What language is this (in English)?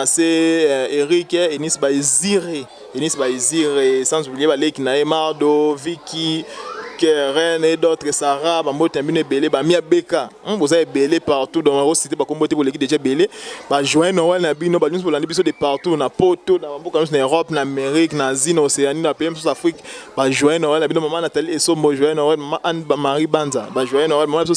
Lingala